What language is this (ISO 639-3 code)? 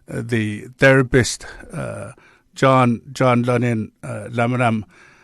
chk